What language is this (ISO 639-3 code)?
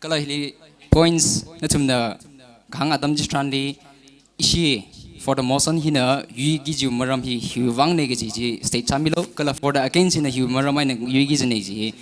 nmf